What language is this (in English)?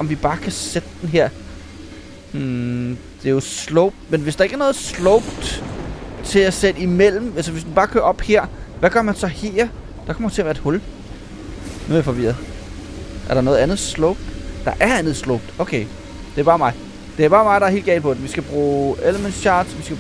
Danish